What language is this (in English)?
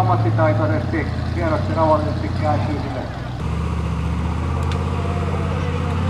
Finnish